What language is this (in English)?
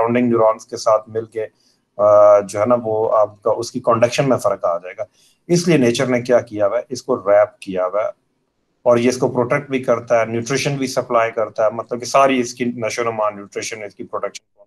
Hindi